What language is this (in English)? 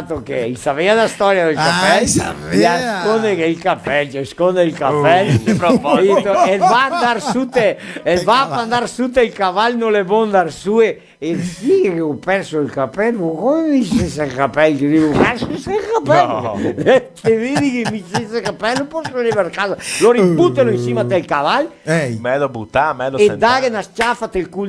Venetian